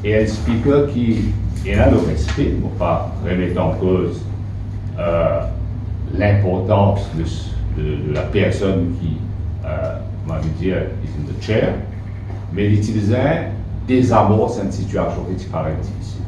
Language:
Morisyen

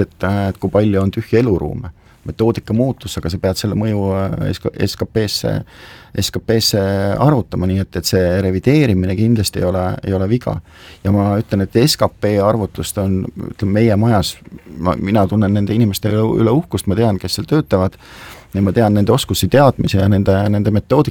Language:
Estonian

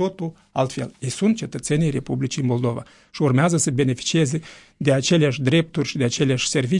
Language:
Romanian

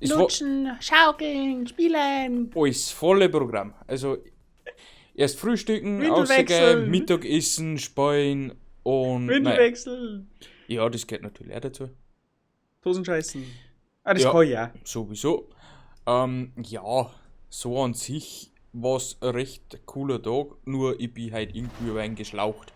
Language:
Bavarian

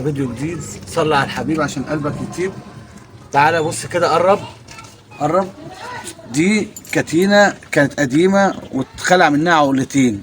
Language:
Egyptian Arabic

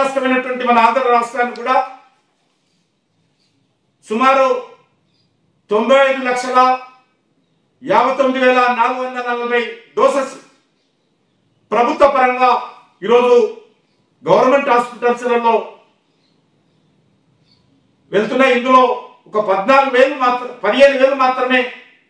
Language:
Telugu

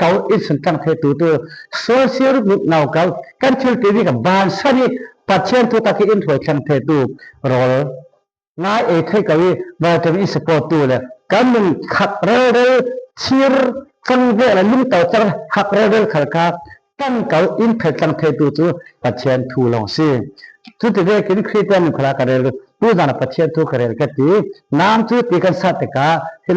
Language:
Falam Chin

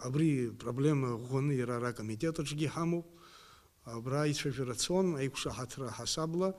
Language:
Abkhazian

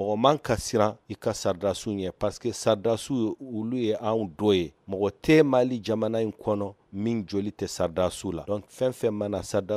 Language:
Bambara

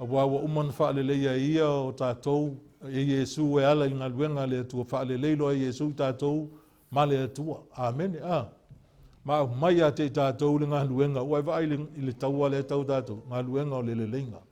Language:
Samoan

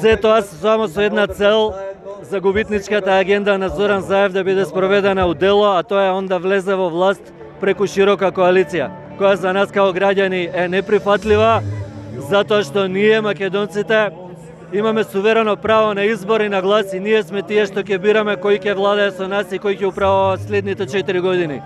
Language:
Macedonian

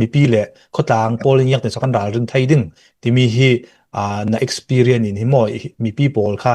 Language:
Hakha Chin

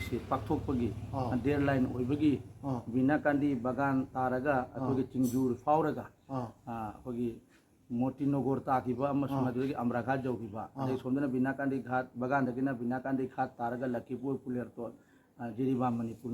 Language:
Manipuri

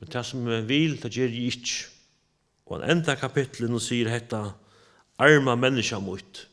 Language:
Faroese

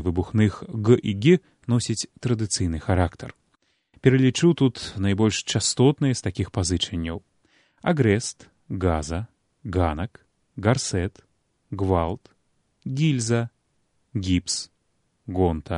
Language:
Belarusian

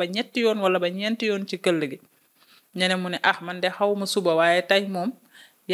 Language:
Wolof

